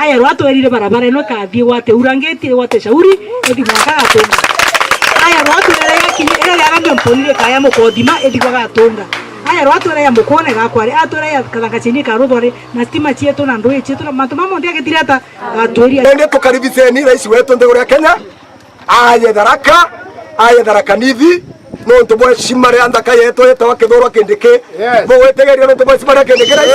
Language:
Meru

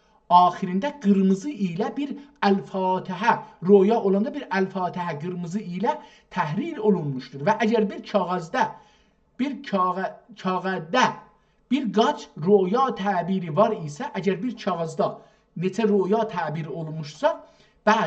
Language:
South Azerbaijani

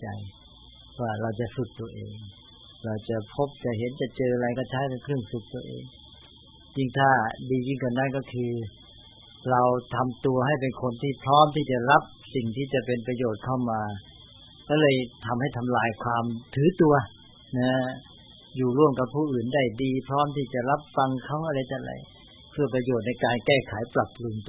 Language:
Thai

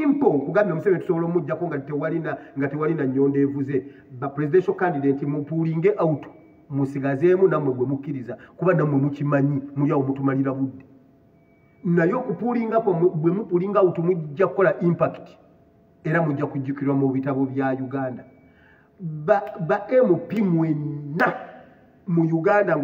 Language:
Ganda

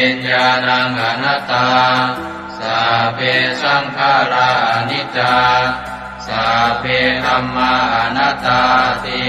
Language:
Pali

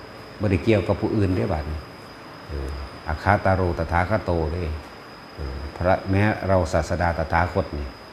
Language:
Lao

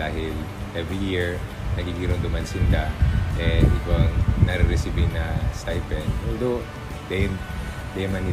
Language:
Bikol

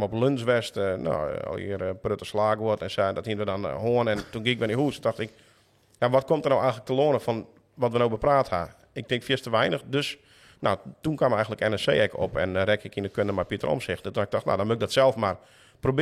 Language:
Western Frisian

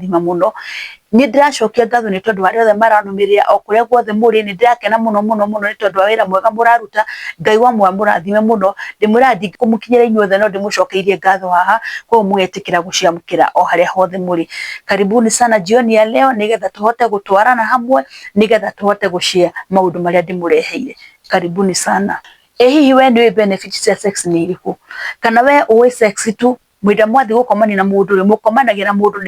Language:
Kikuyu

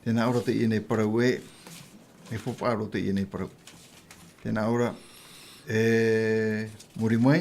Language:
Tahitian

